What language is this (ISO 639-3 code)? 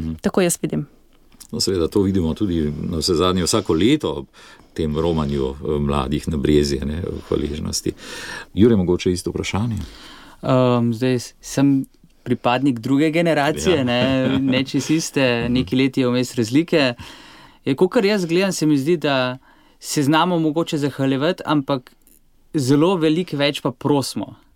slv